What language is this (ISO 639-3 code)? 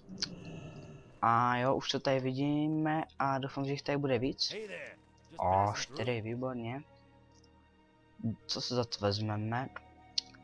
ces